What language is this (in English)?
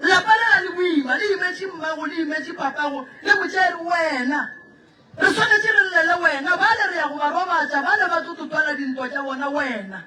Northern Sotho